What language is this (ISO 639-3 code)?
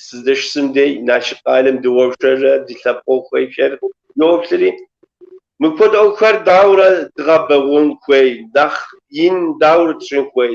kbd